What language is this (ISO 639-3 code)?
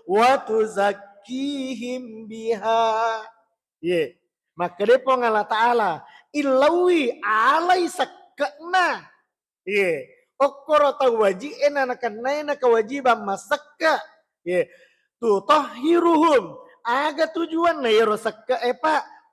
bug